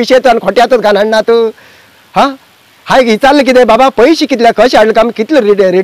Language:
Konkani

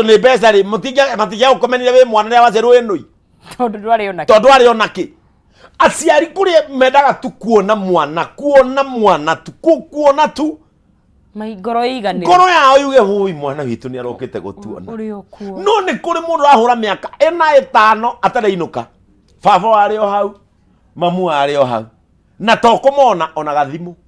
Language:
Kikuyu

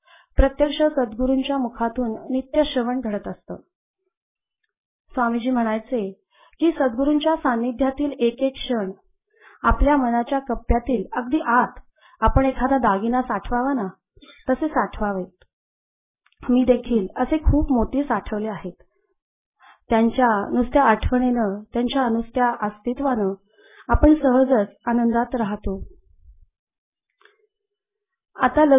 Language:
Marathi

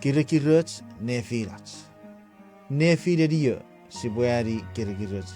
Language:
Chuukese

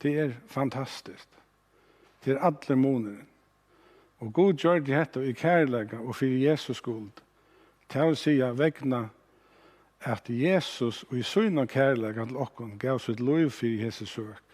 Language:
Faroese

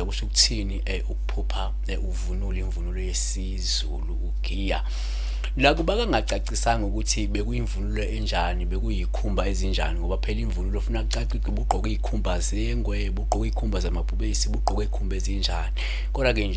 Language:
Zulu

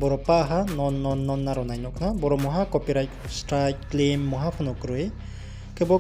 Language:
Riang (India)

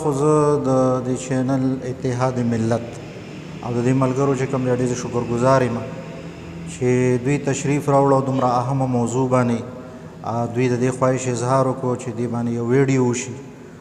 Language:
Pashto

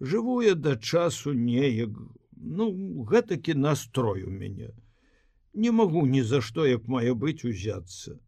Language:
Belarusian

